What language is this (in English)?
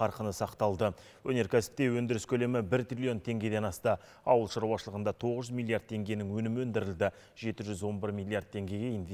Kazakh